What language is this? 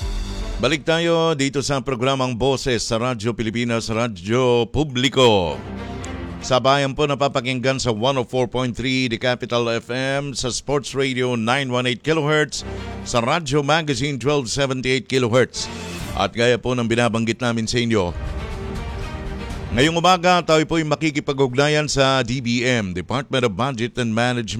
Filipino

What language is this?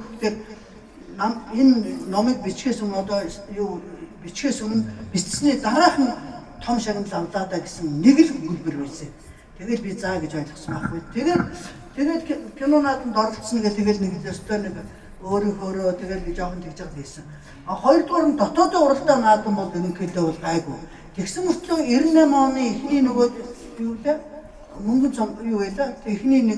Mongolian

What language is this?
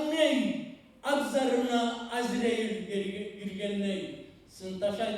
Kumyk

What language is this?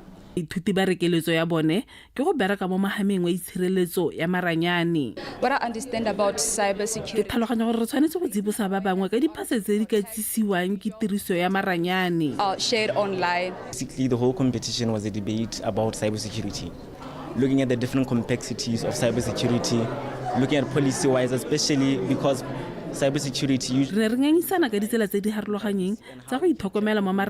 Tswana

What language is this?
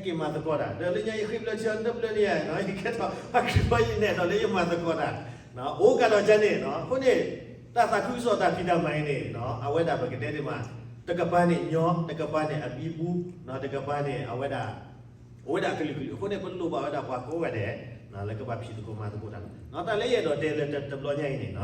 S'gaw Karen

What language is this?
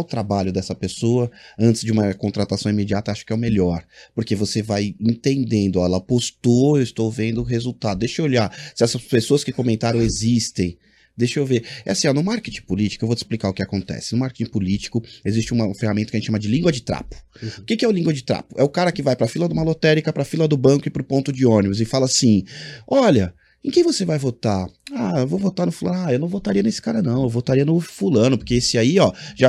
Portuguese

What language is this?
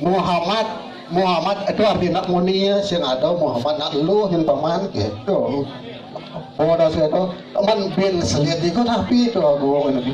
Balinese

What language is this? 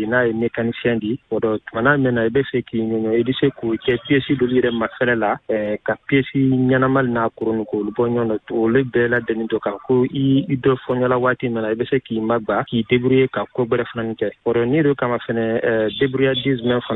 Bambara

